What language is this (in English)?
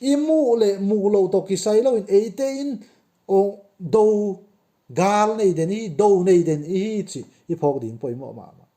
Tedim Chin